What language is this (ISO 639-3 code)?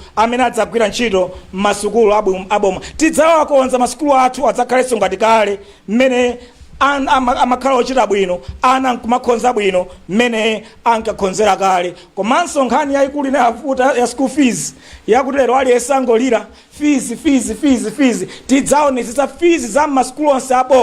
nya